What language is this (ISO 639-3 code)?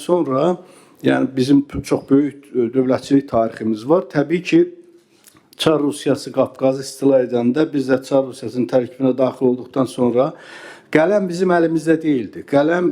aze